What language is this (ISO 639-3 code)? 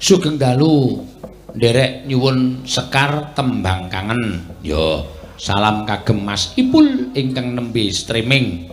jav